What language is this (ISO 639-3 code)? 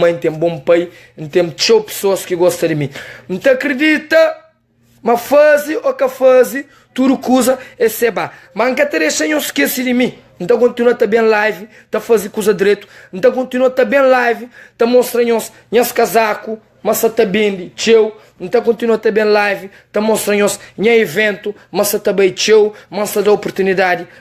kea